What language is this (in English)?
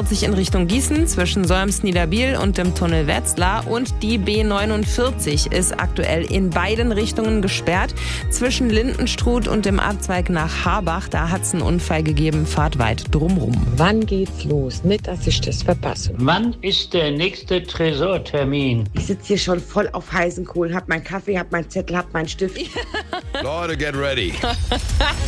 German